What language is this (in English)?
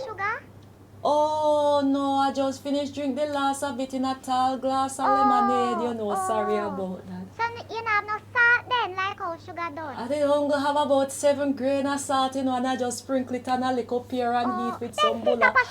Jamaican Creole English